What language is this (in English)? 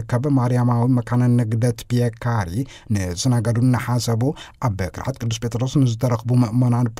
Tigrinya